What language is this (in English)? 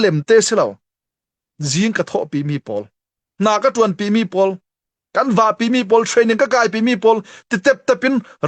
Falam Chin